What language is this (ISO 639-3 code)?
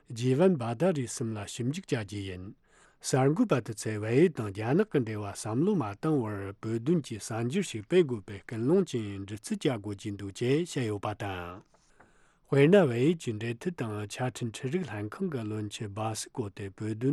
bod